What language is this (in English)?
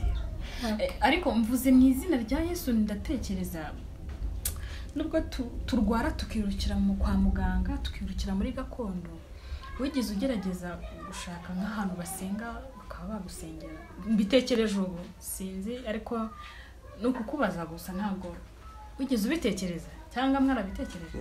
Kinyarwanda